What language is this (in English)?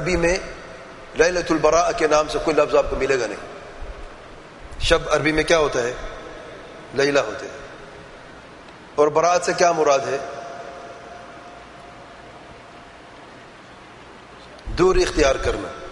Urdu